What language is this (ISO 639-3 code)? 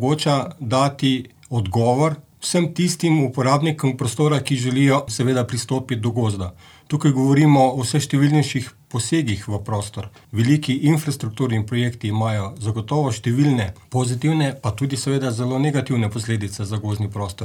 slv